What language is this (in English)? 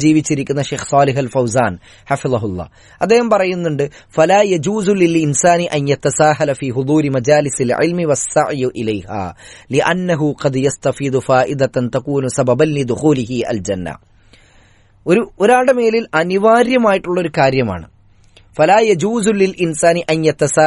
Malayalam